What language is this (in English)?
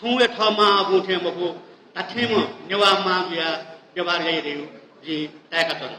Newari